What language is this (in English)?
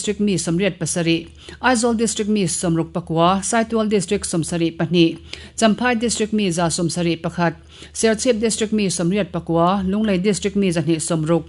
Mizo